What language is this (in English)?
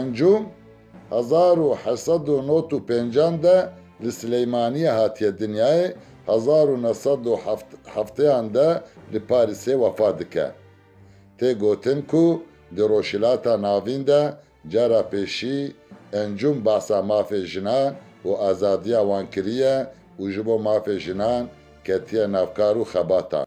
Kurdish